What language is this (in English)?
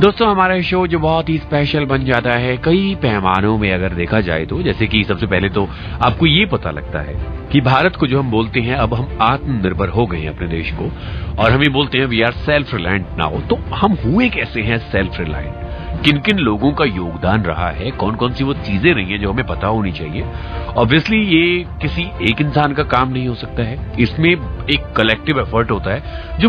Hindi